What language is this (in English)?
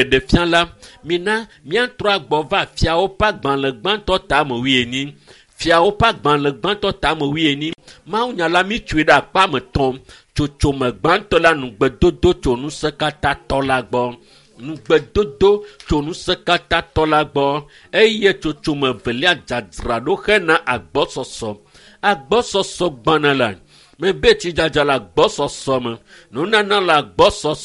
Ewe